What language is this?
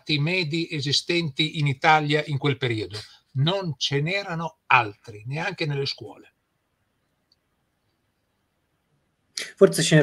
Italian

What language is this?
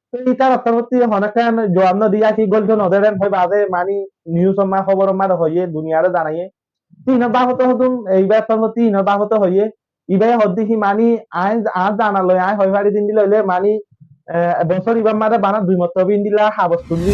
Rohingya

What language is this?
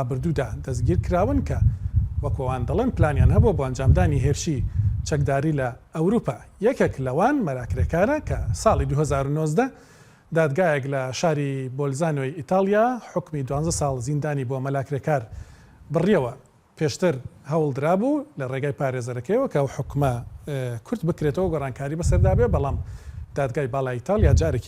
Central Kurdish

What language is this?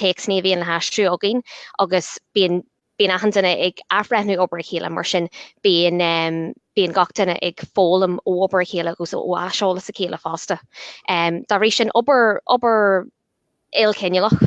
Irish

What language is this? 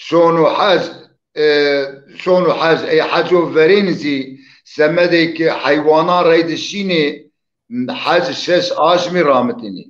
Zaza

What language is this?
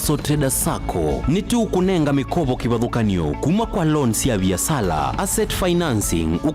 Kamba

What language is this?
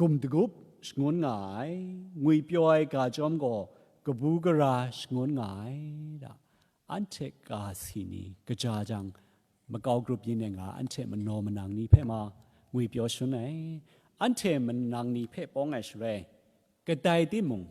Kachin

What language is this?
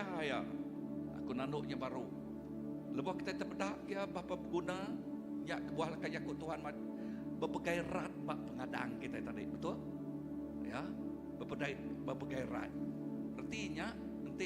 Iban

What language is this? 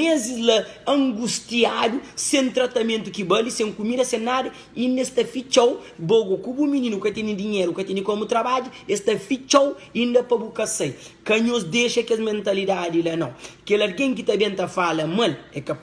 Kabuverdianu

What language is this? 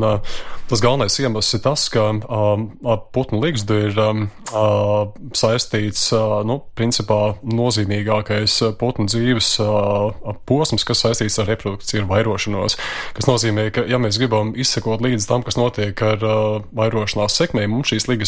Latvian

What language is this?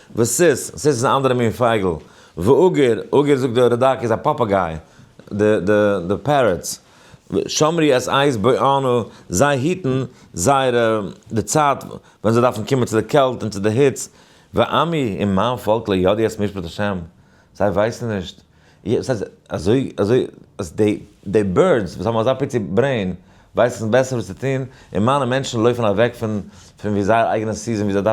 Yiddish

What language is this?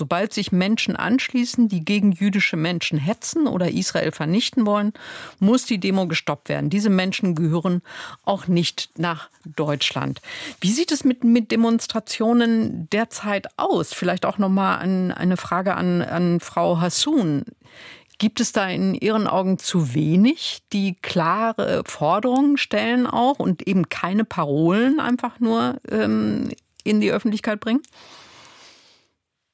German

